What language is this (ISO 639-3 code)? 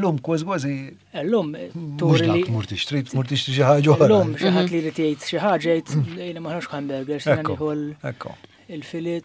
mlt